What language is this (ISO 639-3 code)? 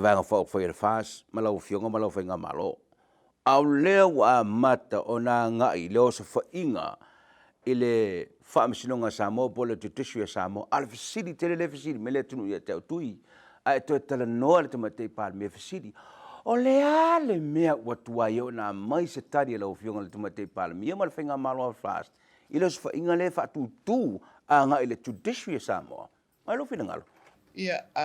smo